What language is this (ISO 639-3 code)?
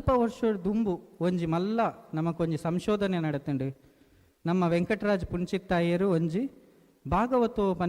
tcy